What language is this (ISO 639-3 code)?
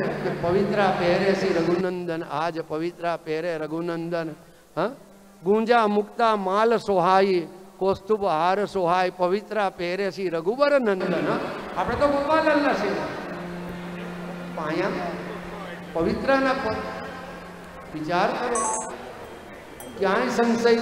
guj